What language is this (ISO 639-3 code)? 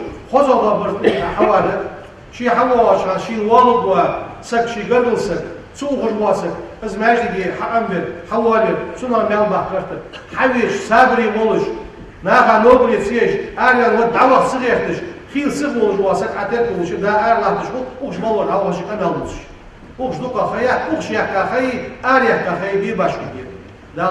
inh